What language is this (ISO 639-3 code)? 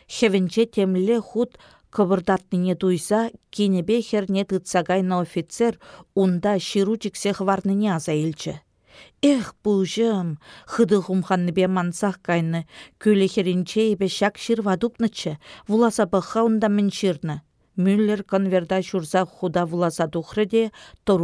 chv